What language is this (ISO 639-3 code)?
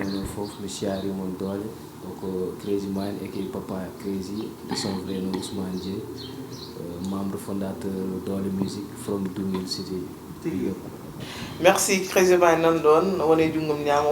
ful